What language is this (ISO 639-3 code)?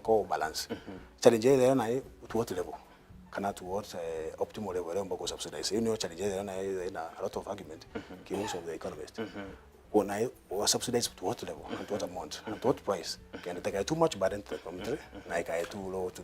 mer